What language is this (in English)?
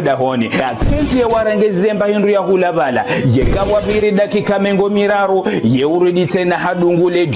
Ngazidja Comorian